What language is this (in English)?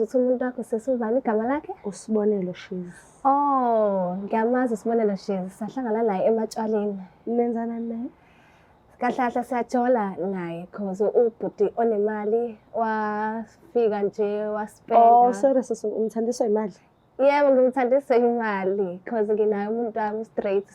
Zulu